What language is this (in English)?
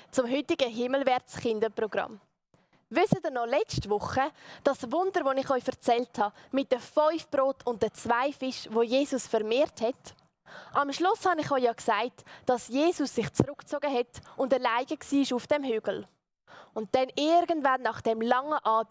Swiss German